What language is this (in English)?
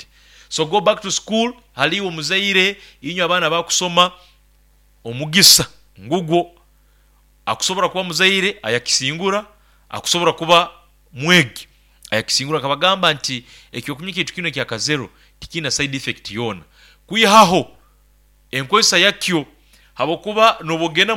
Nyoro